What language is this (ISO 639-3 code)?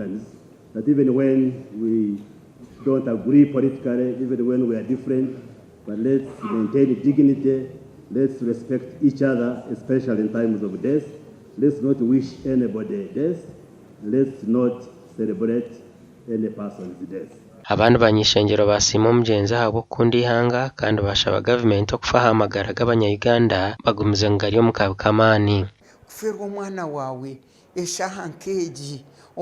nyn